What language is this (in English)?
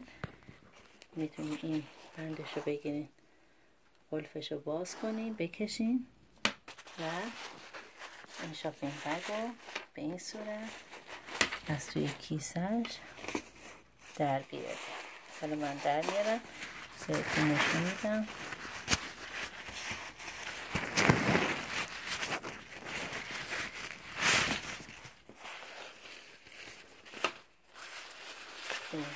Persian